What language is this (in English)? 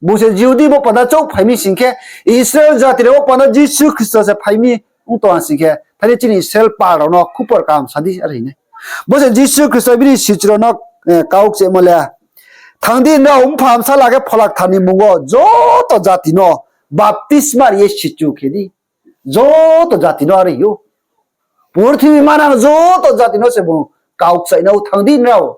Riang (India)